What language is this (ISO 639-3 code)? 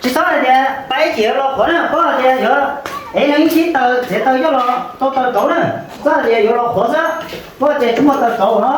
hmn